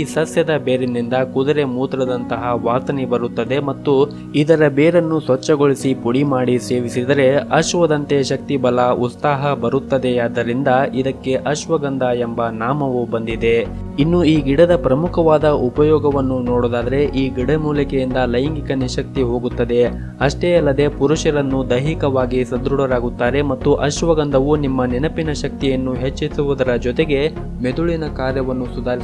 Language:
Kannada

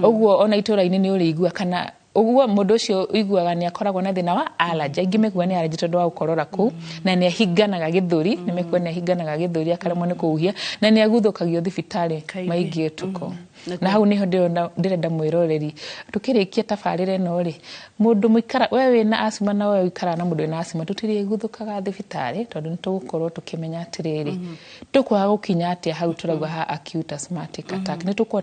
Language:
Kikuyu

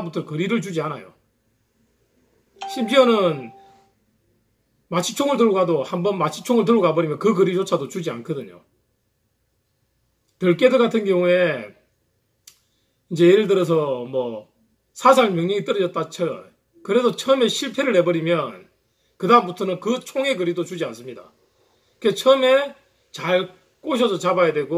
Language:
Korean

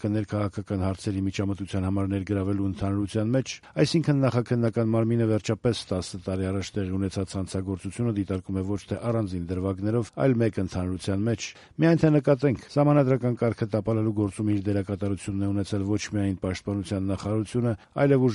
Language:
Armenian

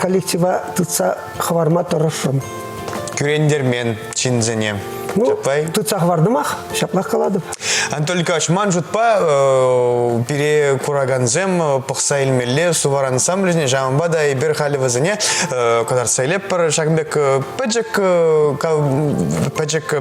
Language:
Chuvash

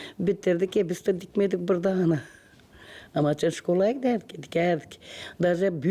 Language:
Gagauz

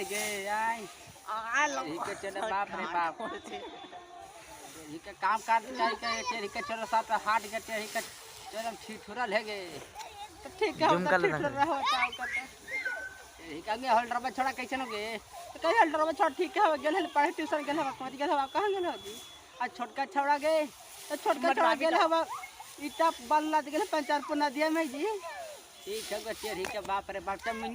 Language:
Magahi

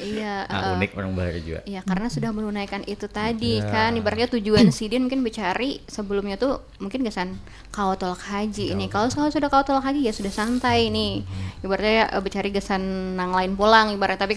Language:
Banjar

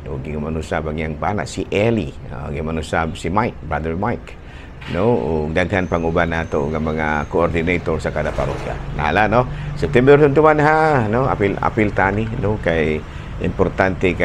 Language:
Cebuano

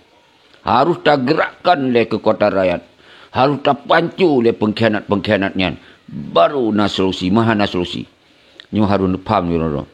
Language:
Achinese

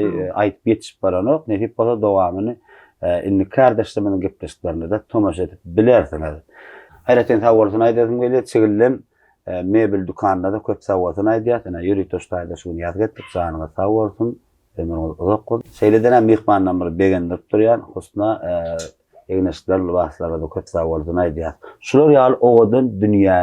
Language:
Turkmen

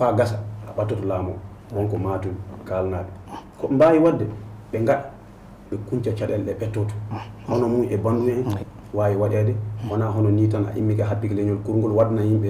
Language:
Fula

